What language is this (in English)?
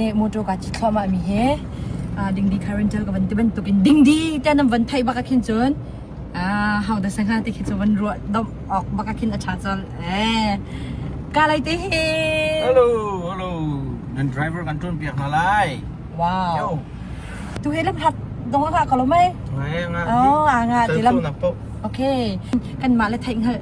Hakha Chin